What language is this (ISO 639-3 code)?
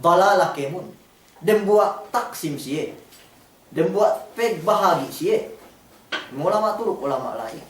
yka